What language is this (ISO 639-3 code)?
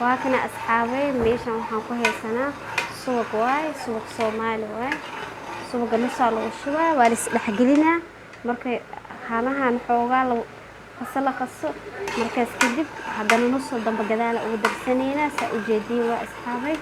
som